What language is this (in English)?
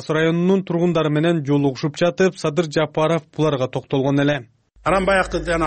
Kyrgyz